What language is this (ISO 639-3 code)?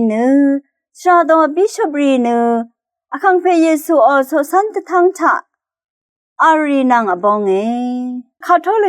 raw